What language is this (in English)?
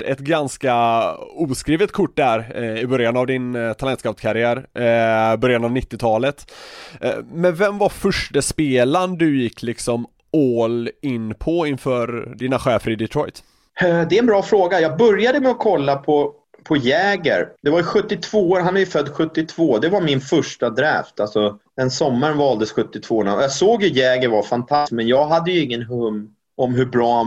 Swedish